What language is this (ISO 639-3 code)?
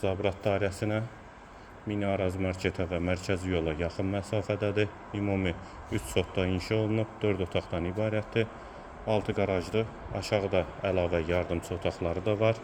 aze